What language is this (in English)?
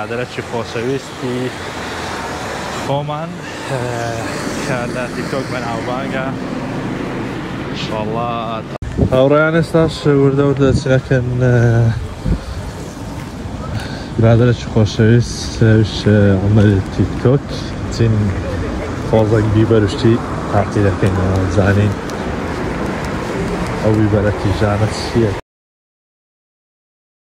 Central Kurdish